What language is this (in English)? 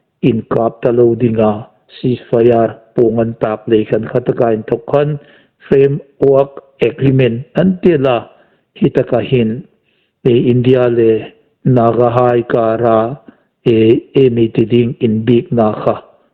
Hmar